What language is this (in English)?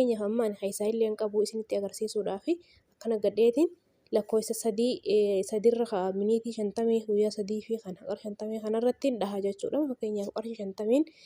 Oromo